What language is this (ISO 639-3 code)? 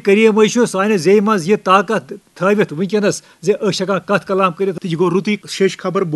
kas